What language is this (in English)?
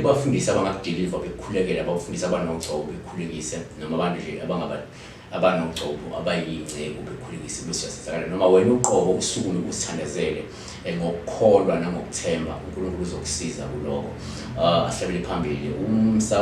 Zulu